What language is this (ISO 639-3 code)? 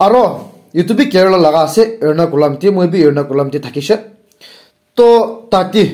nag